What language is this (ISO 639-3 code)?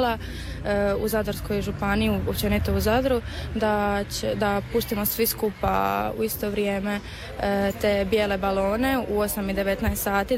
hrv